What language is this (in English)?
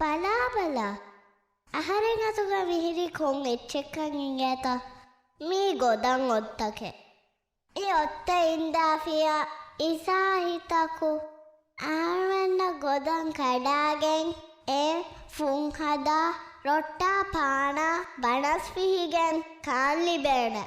Divehi